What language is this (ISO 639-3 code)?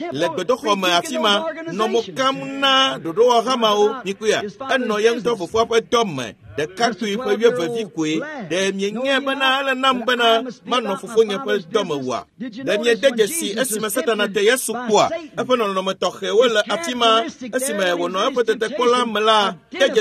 ewe